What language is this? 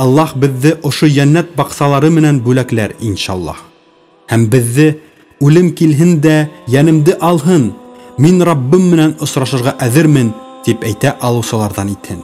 Bashkir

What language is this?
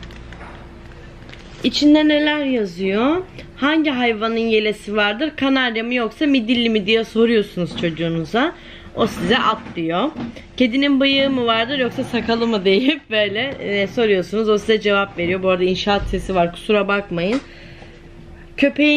Turkish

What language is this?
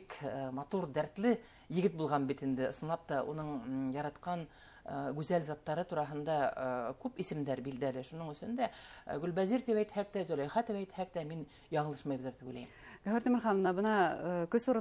Bashkir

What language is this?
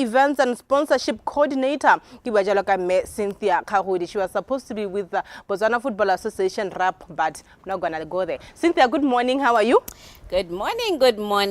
Tswana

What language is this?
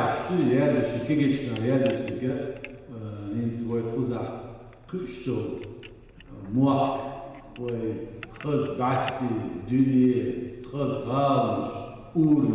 Chechen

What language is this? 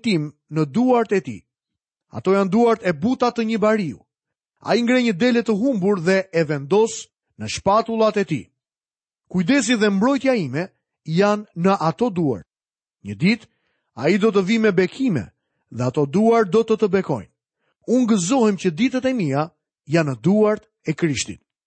Albanian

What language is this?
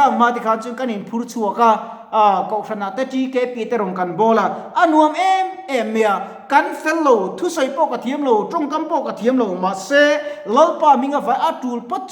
Mizo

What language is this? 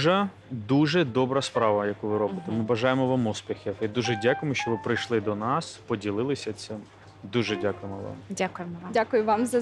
Ukrainian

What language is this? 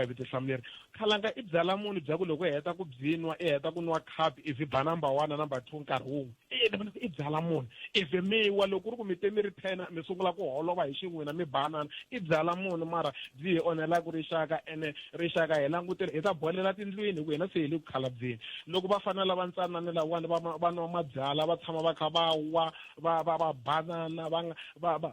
Tsonga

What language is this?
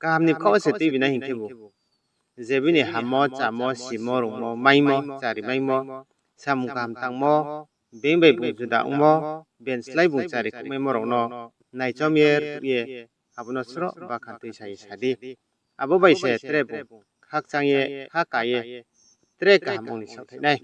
Riang (India)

